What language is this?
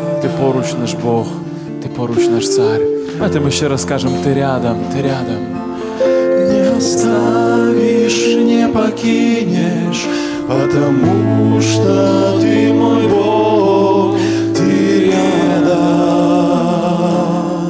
Ukrainian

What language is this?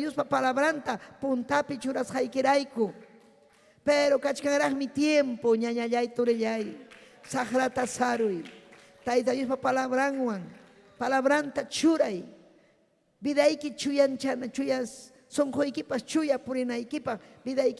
Ayacucho Quechua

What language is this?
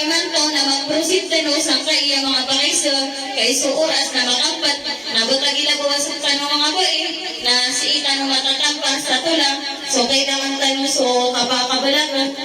Maranao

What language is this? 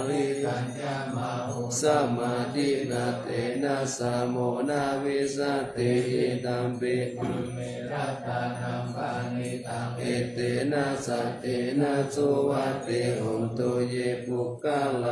Pali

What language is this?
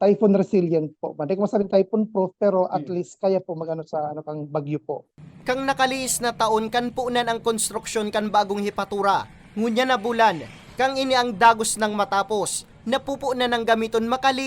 Bikol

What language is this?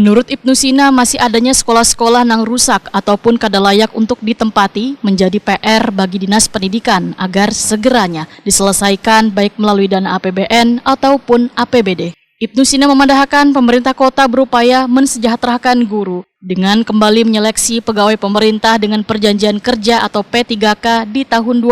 Banjar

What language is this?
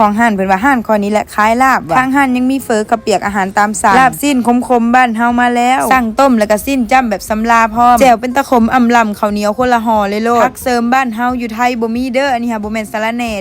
Lao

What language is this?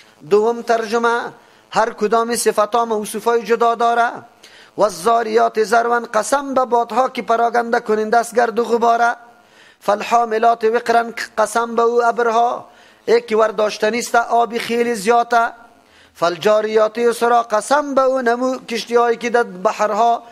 Persian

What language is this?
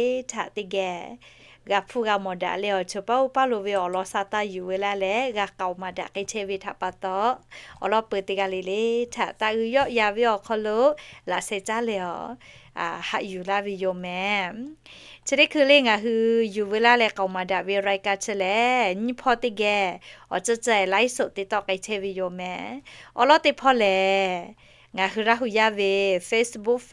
Lahu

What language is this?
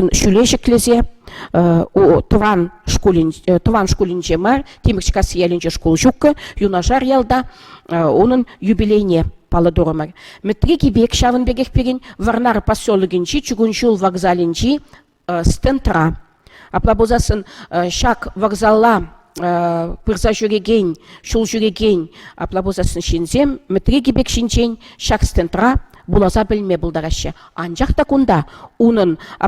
Chuvash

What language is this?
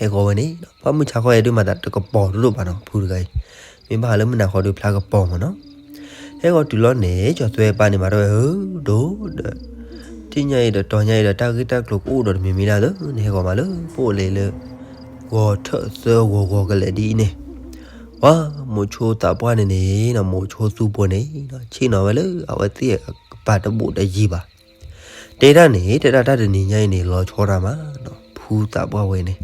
S'gaw Karen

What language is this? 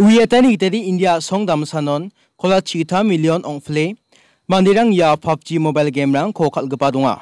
Garo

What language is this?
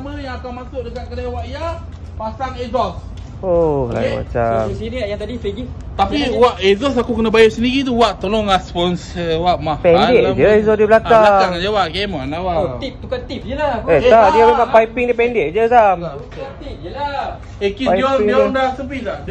Malay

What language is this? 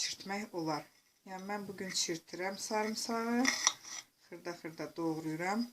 Azerbaijani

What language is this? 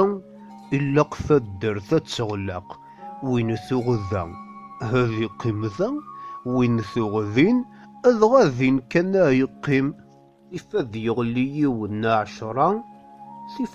Kabyle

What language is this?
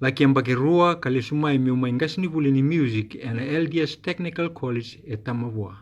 Fijian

